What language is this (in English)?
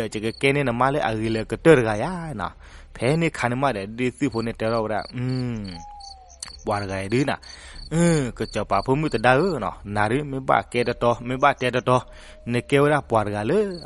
S'gaw Karen